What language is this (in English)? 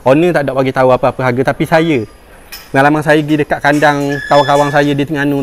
Malay